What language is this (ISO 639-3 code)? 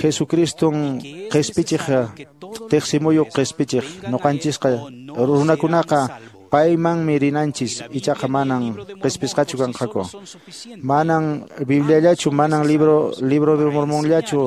que